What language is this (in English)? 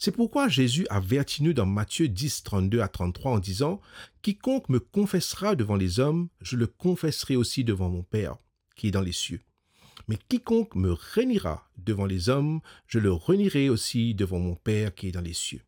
Morisyen